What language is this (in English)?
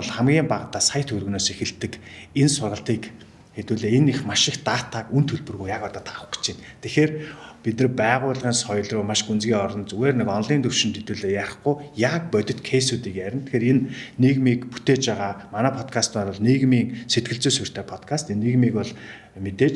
Mongolian